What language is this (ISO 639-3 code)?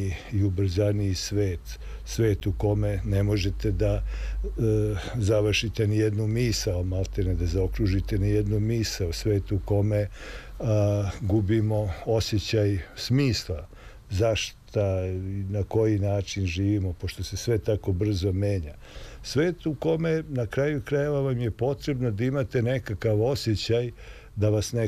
srp